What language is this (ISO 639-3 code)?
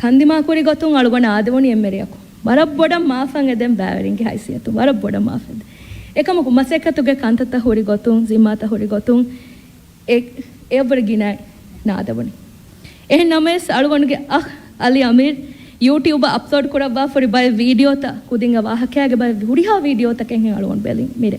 div